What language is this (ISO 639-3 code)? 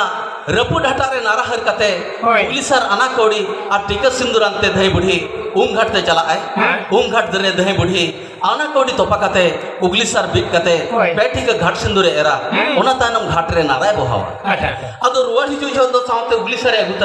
sat